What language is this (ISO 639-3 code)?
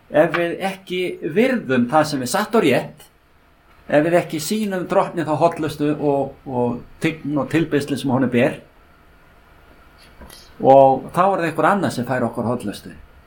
isl